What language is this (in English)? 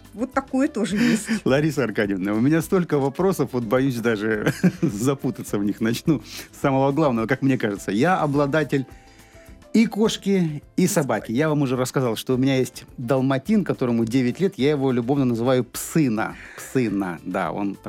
Russian